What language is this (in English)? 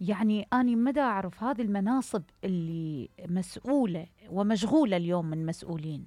Mesopotamian Arabic